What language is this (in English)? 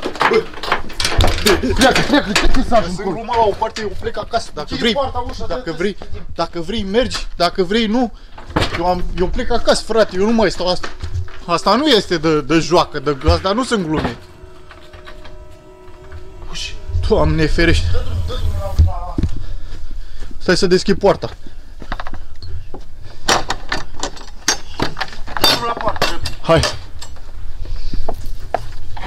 Romanian